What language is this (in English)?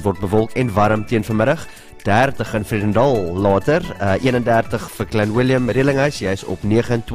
Afrikaans